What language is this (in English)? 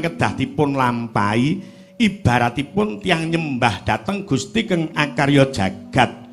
Javanese